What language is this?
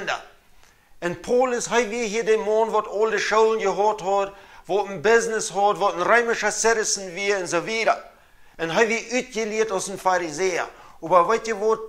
Plautdietsch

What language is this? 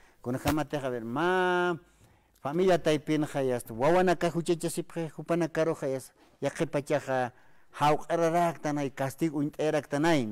Aymara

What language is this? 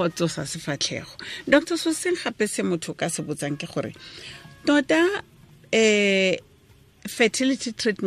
Tswana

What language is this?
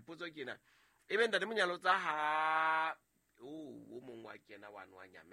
Southern Sotho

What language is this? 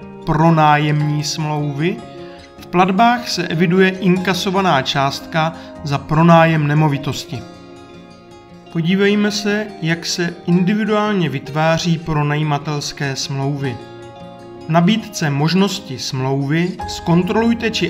Czech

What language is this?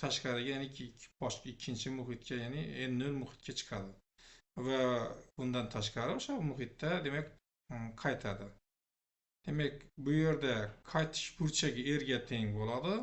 Uzbek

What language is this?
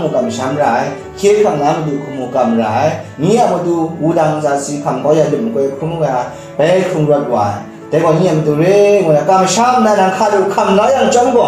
Kachin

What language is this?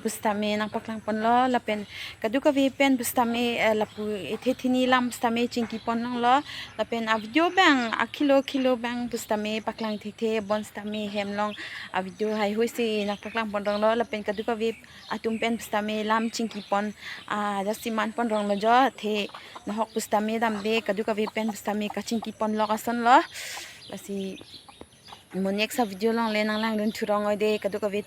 Karbi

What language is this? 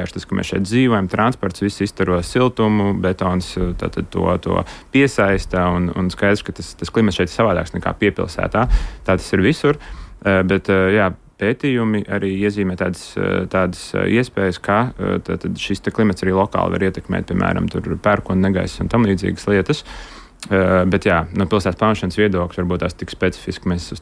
Latvian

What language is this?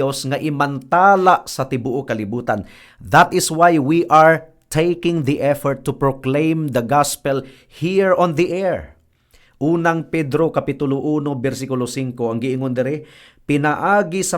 Cebuano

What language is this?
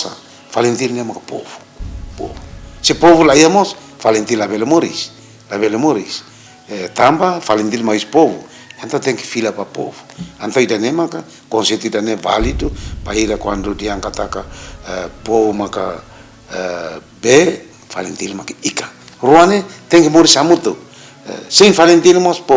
Tetum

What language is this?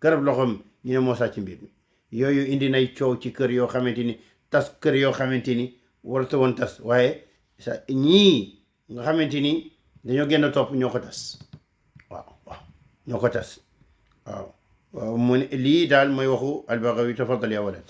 Wolof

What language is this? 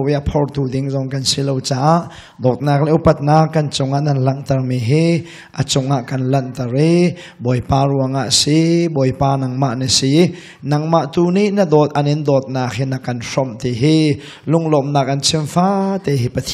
Hakha Chin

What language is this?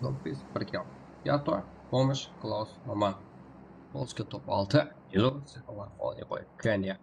Kara-Kalpak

